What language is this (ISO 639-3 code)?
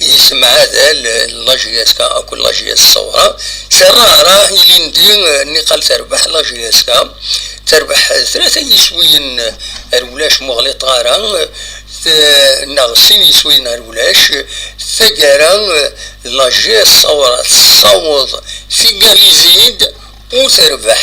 kab